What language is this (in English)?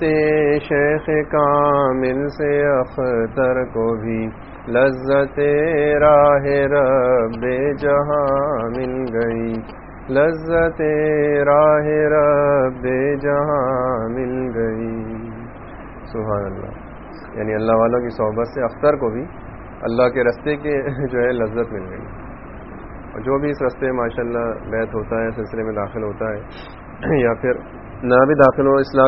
Urdu